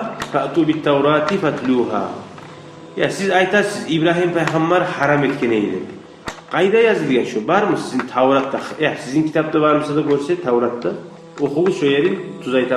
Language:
Kumyk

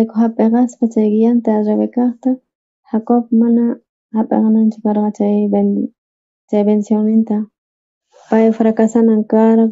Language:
South Bolivian Quechua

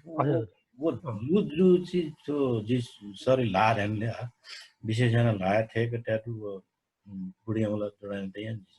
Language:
Newari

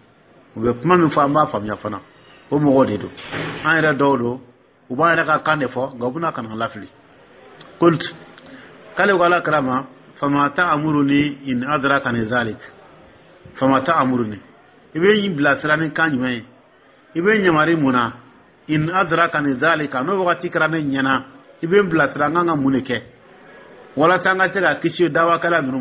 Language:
Dyula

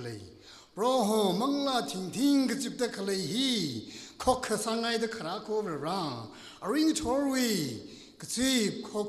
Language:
Tangkhul Naga (India)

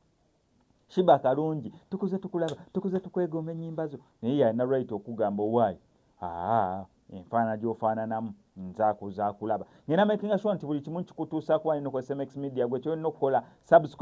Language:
Ganda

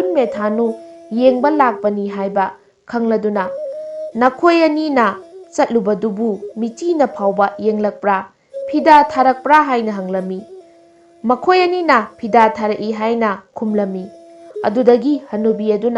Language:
Manipuri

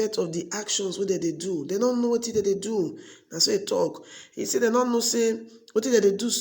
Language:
Nigerian Pidgin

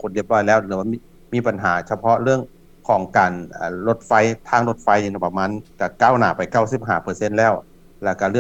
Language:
Lao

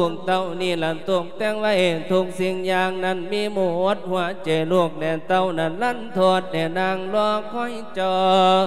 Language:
Lao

